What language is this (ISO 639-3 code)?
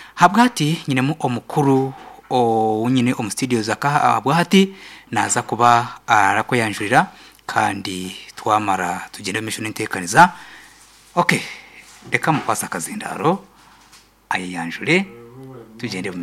nyn